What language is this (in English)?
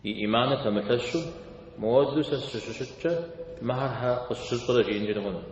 Kabardian